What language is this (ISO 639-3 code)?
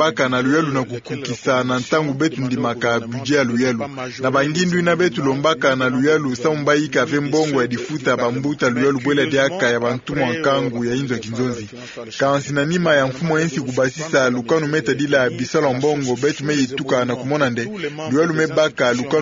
ktu